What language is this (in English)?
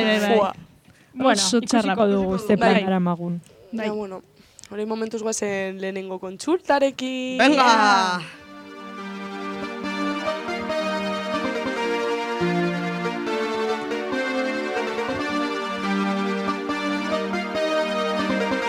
Basque